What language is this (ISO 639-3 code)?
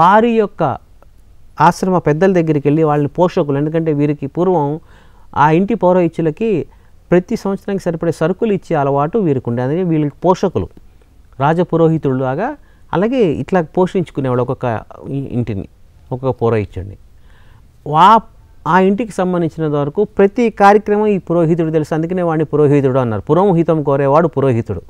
tel